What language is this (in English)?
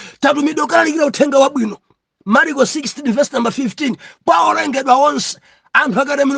Nyanja